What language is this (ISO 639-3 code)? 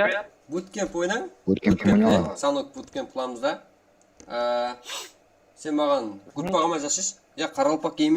kaa